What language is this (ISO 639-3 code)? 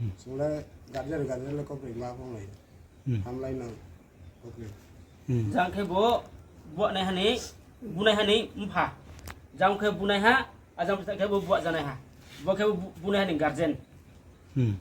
ria